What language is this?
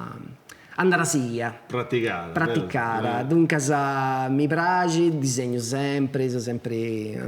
Sardinian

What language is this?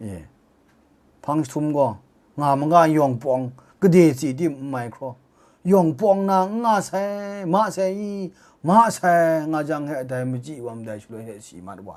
Kachin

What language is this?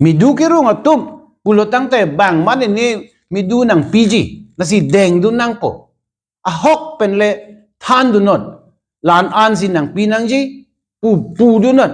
Karbi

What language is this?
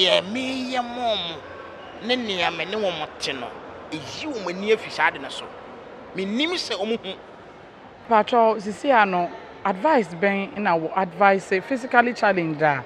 Akan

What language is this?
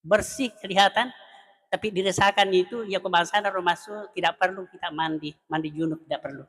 Buginese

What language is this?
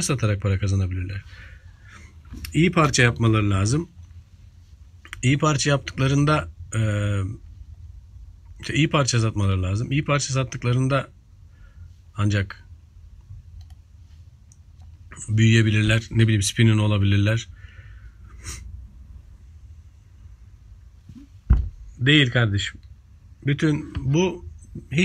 Turkish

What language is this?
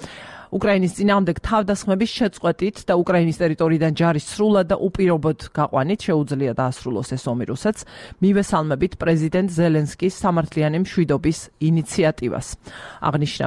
Georgian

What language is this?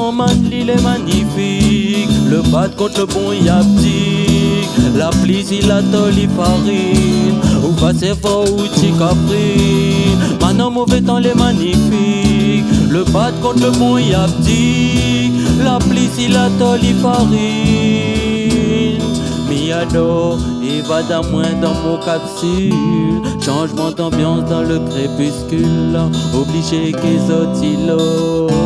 Réunion Creole French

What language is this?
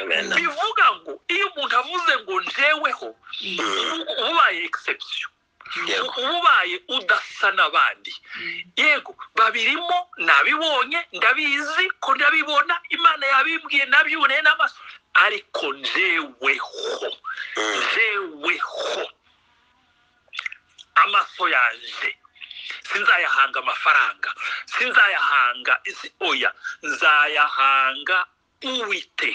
Kinyarwanda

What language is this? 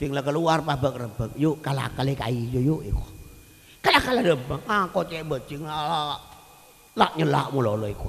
Madurese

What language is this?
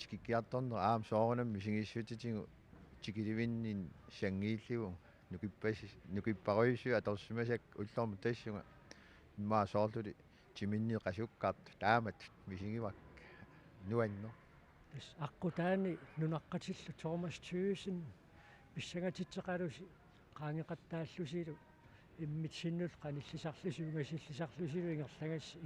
Kalaallisut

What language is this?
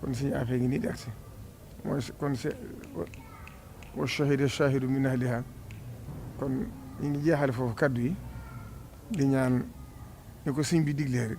Wolof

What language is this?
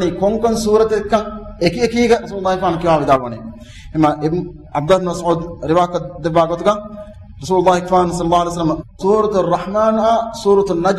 Divehi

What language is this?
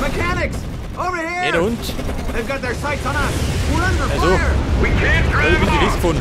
Bavarian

